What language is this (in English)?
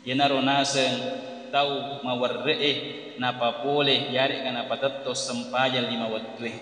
Buginese